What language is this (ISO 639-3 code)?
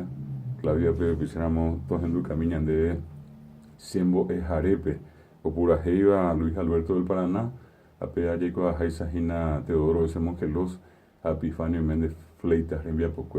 grn